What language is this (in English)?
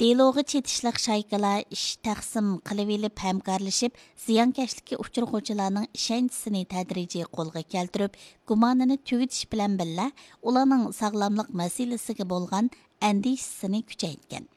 Uyghur